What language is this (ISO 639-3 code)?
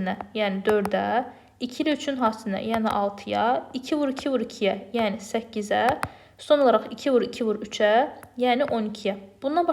aze